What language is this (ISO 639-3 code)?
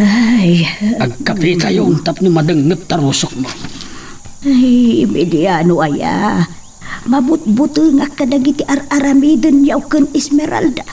ilo